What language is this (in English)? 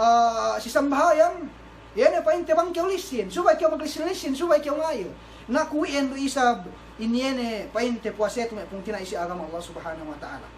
Yakan